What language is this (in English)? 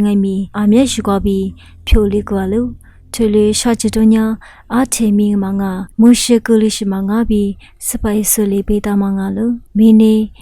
Lisu